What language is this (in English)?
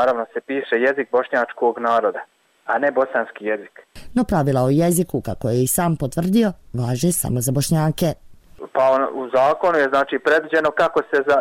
Bosnian